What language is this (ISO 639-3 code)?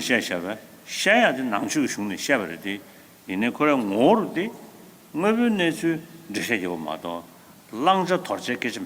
bod